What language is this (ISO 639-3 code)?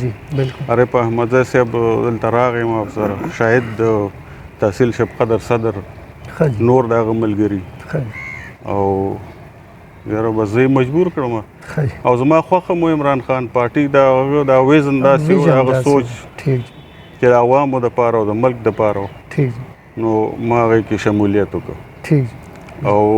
pus